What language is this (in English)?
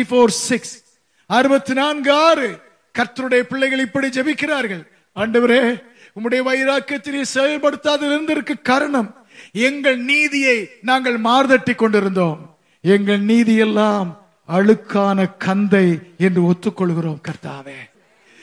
Tamil